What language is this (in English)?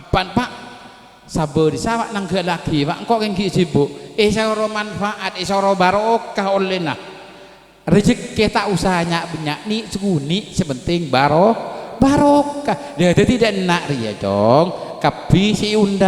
Madurese